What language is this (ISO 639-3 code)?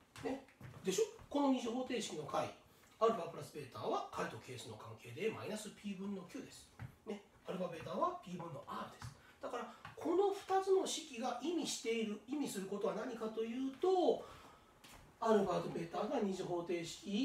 jpn